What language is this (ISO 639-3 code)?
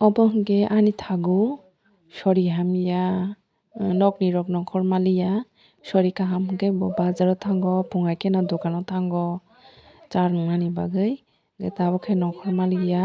trp